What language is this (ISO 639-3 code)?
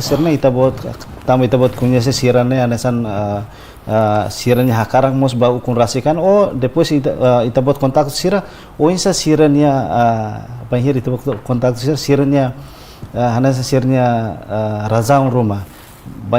tet